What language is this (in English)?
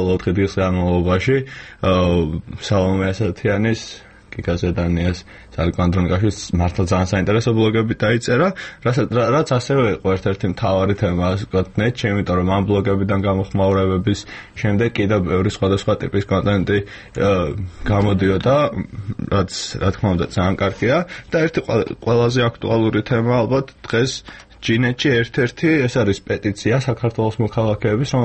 Georgian